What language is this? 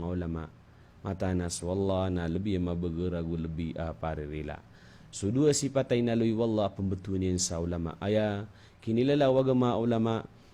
Maranao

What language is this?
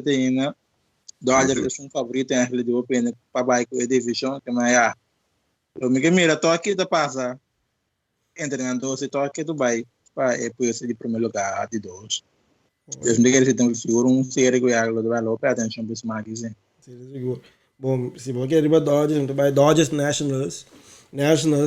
Papiamento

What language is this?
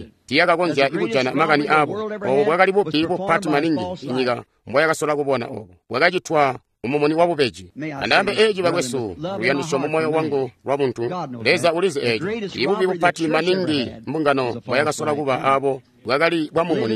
Tonga (Zambia)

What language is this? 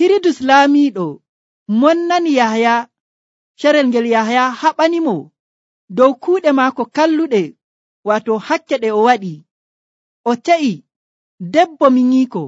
Nigerian Fulfulde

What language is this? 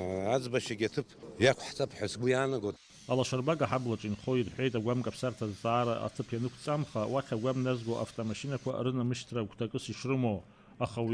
Abkhazian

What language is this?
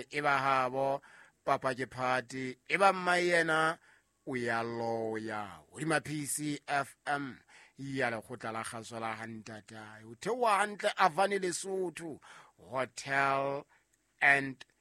Southern Sotho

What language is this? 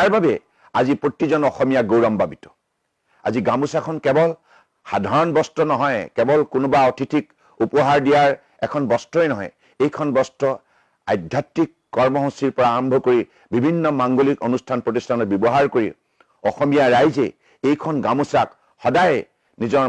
Assamese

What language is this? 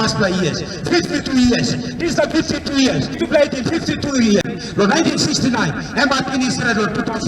Tok Pisin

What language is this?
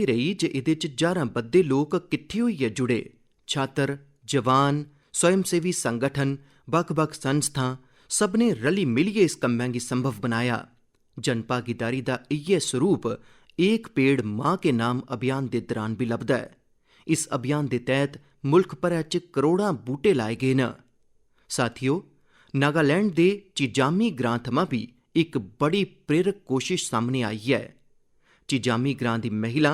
Dogri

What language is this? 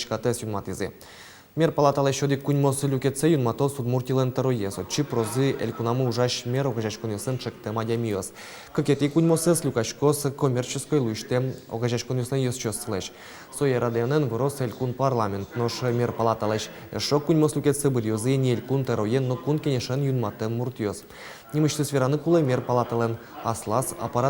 Udmurt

